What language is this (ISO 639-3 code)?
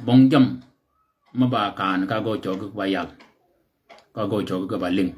shk